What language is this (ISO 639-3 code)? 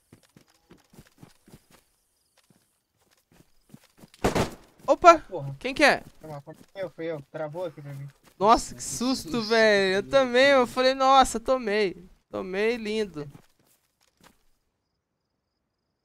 por